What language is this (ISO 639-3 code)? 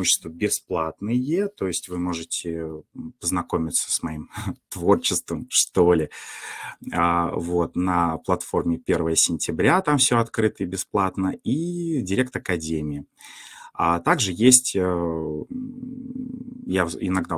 rus